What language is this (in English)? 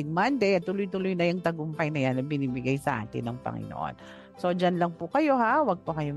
Filipino